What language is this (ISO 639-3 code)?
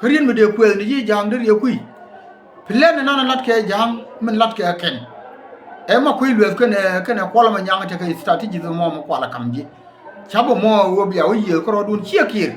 nus